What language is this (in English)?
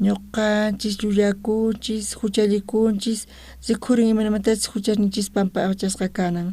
South Bolivian Quechua